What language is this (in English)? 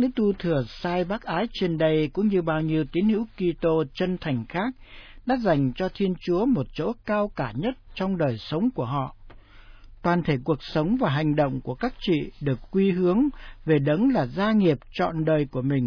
Vietnamese